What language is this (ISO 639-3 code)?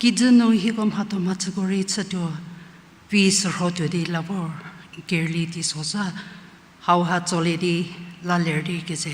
njm